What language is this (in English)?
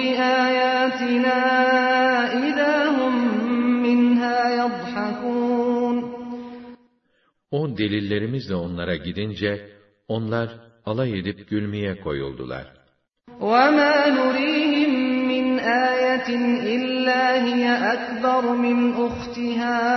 Turkish